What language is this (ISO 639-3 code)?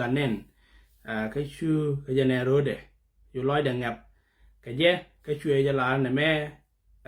nus